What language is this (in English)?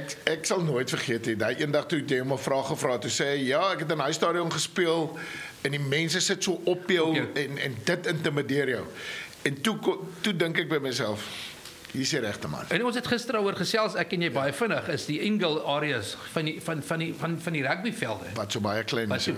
Afrikaans